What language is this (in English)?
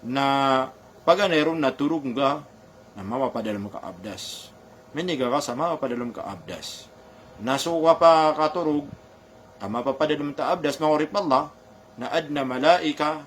Maranao